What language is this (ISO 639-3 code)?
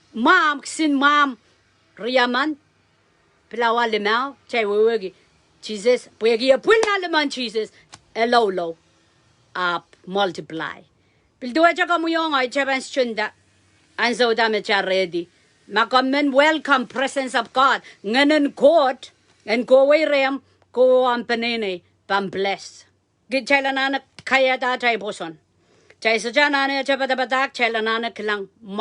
pon